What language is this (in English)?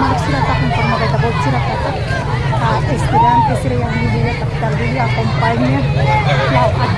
Tetum